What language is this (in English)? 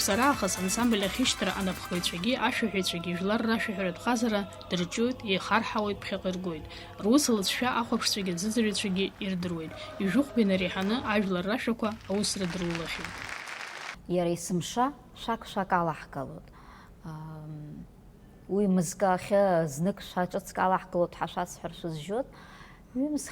Abkhazian